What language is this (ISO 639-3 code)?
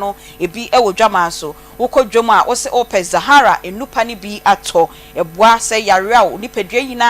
aka